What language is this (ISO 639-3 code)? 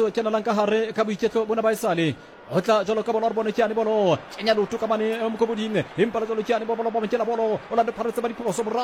sot